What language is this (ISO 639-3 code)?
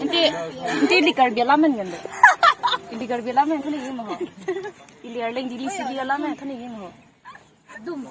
mjw